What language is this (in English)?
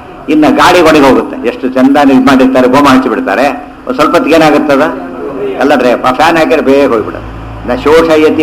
Kannada